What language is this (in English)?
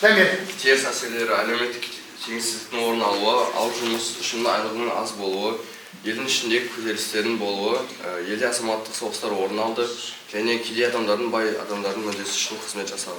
Kazakh